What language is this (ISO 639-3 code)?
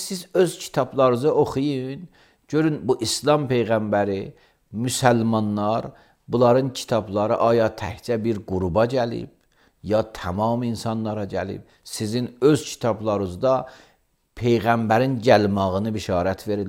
aze